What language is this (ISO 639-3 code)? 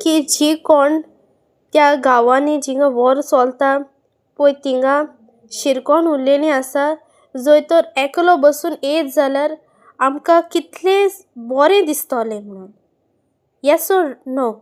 kok